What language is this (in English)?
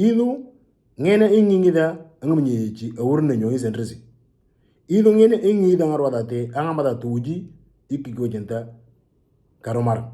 Moro